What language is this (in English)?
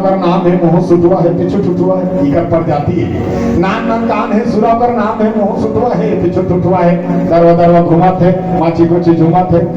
Chhattisgarhi